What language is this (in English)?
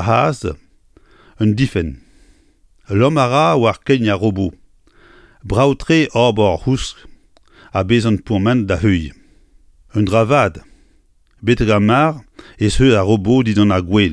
Breton